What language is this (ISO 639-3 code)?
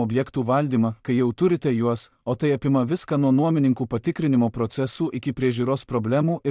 lit